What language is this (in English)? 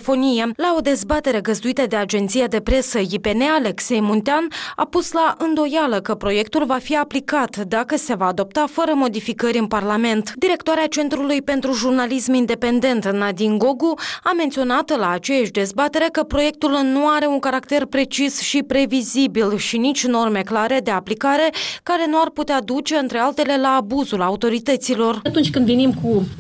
Romanian